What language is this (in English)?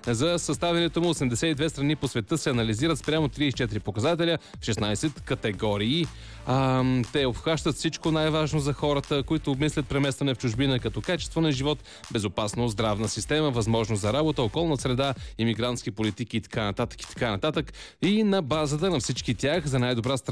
Bulgarian